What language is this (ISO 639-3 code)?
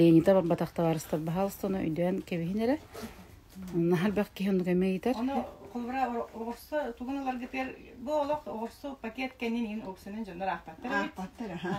sah